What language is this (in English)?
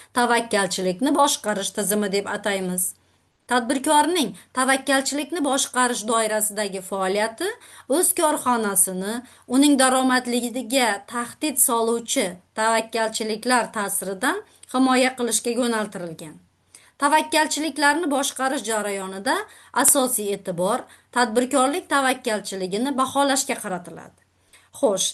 Uzbek